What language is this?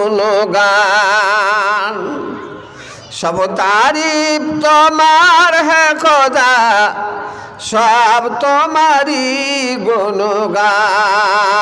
Bangla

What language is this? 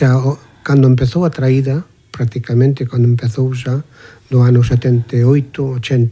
Galician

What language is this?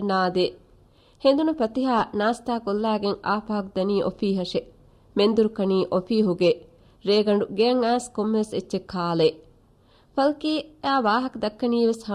Divehi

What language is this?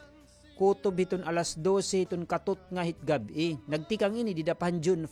Waray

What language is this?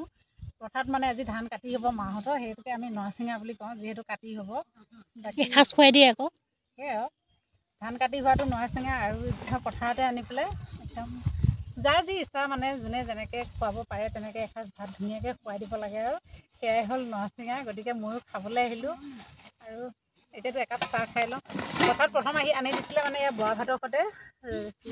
Assamese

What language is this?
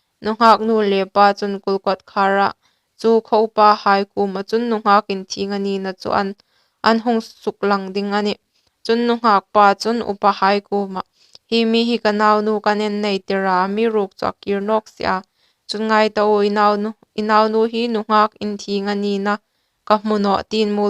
Hmar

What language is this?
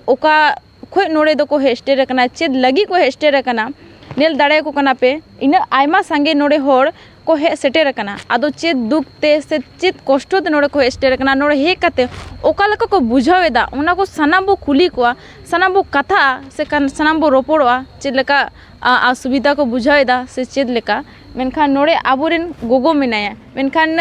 Santali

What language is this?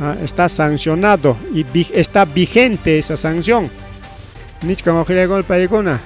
Ayacucho Quechua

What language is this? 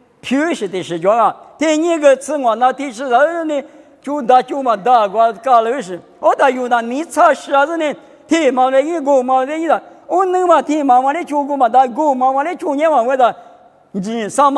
Lisu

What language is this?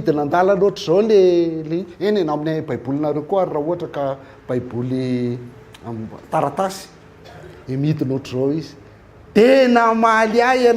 Malagasy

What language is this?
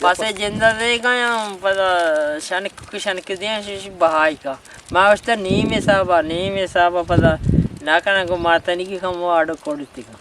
Eastern Balochi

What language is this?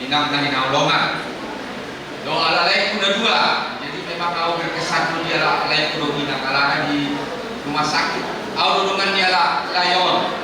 Batak Toba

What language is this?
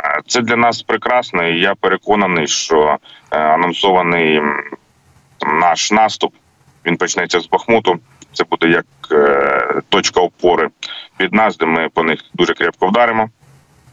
Ukrainian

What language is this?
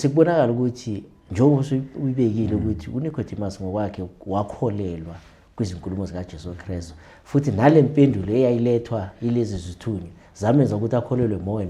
Zulu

